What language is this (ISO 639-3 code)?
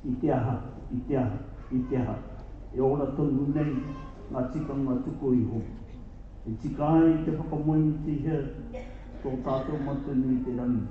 mri